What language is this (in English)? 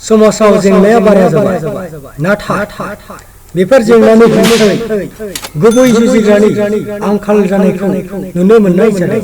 Bodo